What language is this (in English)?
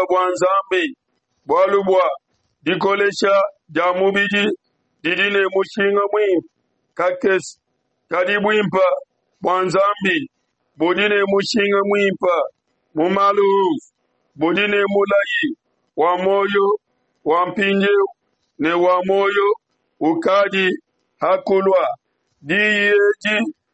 Luba-Lulua